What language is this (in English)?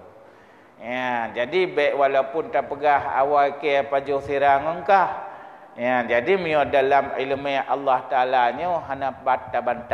Achinese